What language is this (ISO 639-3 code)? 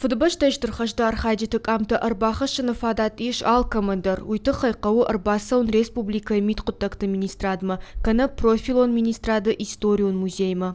oss